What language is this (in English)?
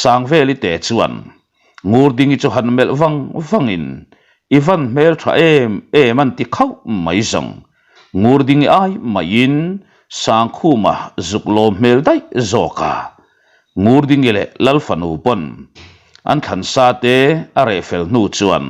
Mizo